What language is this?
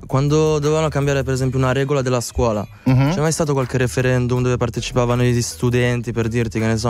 Italian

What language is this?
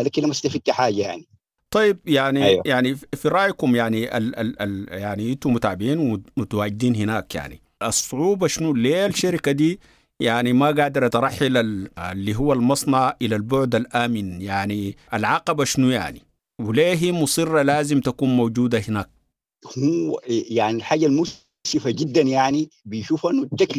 Sudanese Arabic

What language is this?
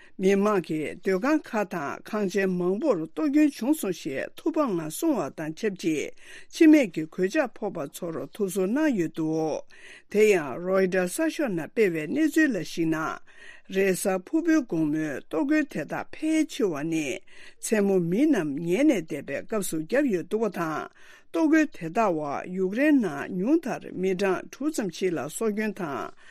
Tibetan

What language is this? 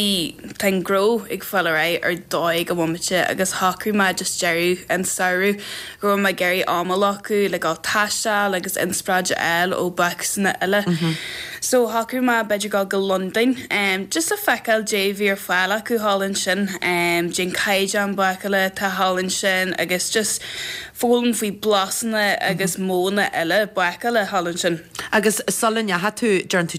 Irish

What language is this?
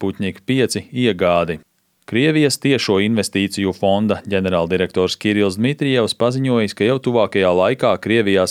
Latvian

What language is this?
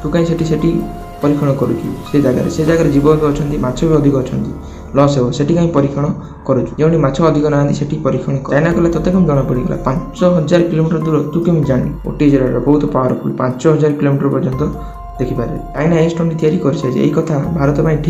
Odia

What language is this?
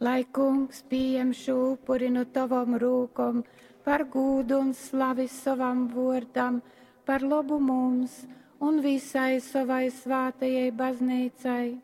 Latgalian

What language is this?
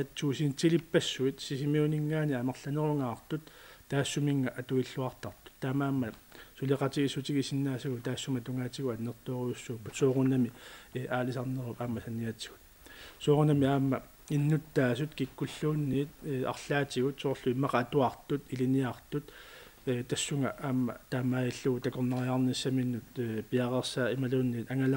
Kalaallisut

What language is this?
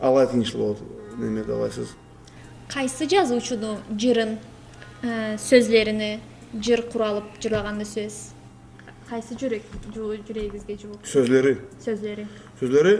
Karachay-Balkar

